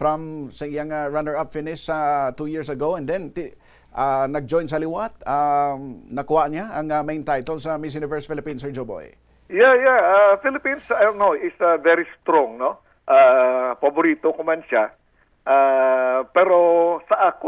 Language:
Hiligaynon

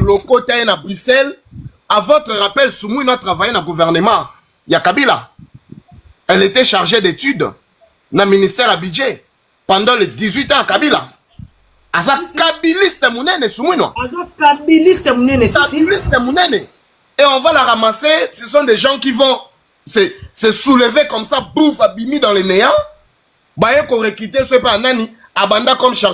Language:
Lingala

